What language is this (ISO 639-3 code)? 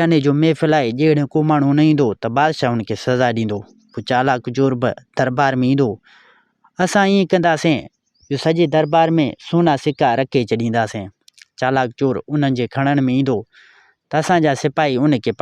snd